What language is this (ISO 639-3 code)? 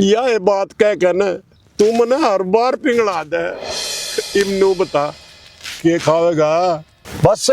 bgc